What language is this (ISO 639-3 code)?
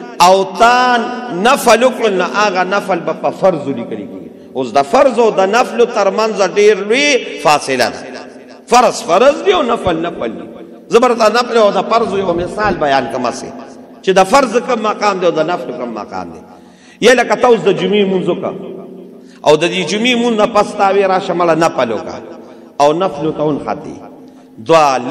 pus